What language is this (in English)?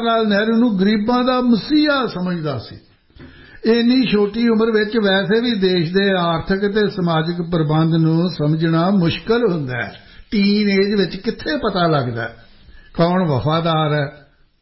Punjabi